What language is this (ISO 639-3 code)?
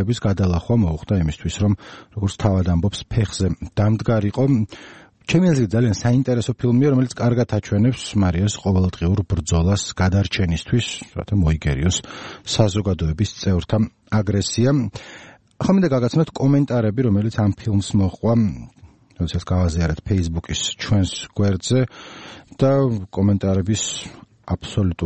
kat